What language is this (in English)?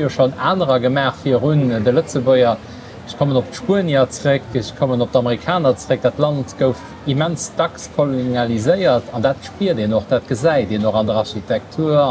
Luxembourgish